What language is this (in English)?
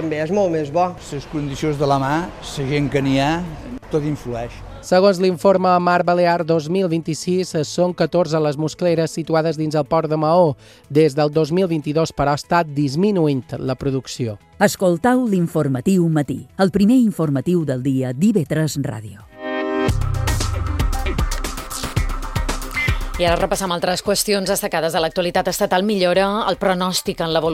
Catalan